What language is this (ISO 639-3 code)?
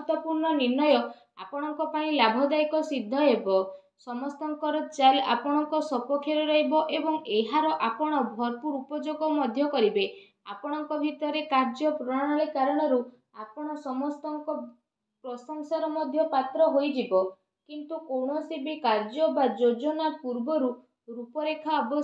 ori